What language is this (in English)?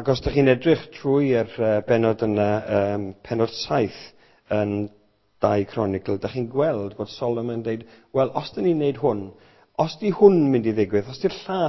Welsh